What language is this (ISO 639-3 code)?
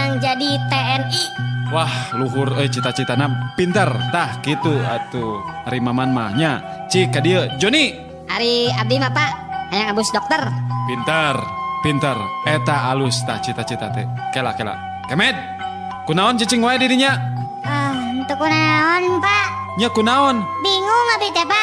sun